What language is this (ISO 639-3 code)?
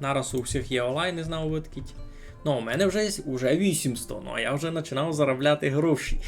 rue